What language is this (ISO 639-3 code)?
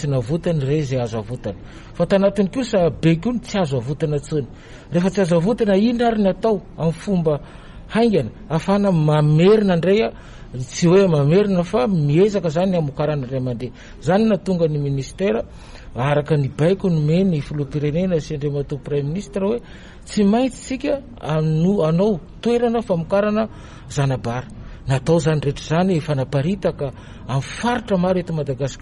mlg